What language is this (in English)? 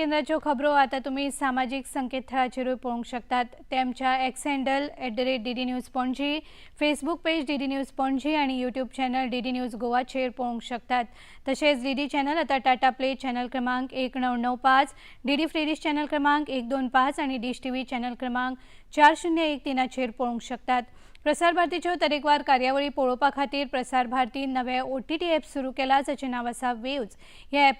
Konkani